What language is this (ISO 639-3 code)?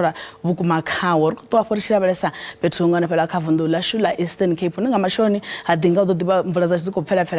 ven